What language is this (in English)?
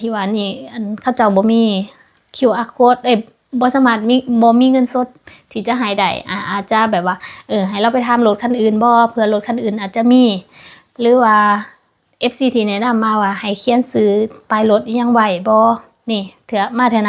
Lao